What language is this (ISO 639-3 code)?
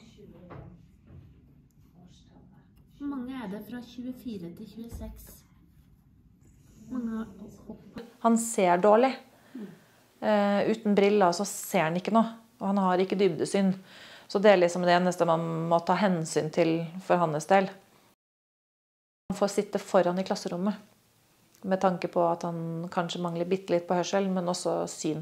nor